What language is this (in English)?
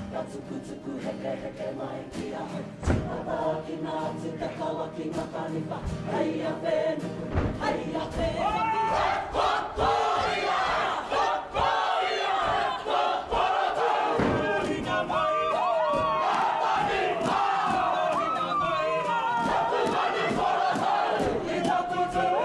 Māori